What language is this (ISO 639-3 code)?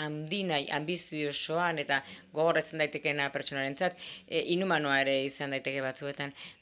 eus